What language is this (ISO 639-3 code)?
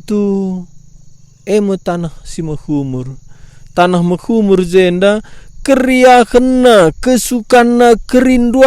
btx